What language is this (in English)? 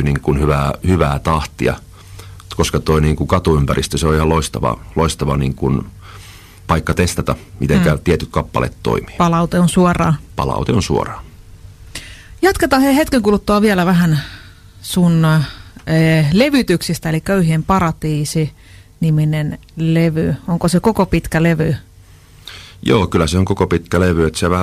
Finnish